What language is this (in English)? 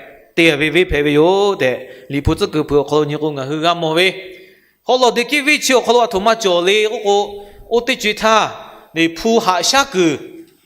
Lahu